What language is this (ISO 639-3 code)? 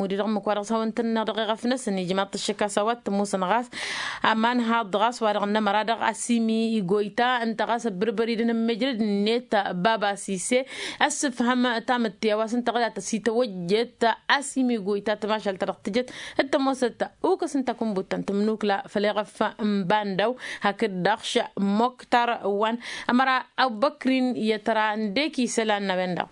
taq